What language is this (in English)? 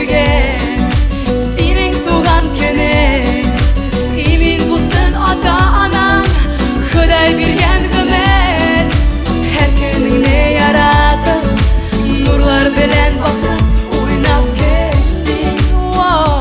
Tatar